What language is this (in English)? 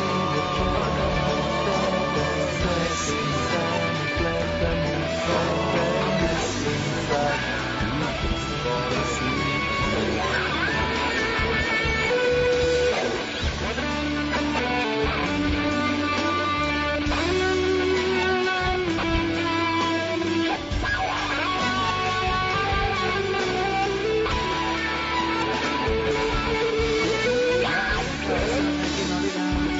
Serbian